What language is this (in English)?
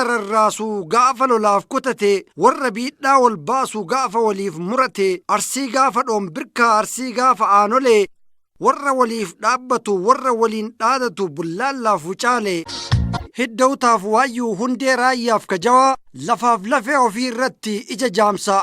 Oromo